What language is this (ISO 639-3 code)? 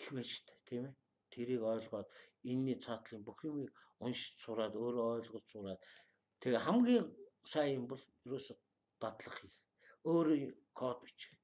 mon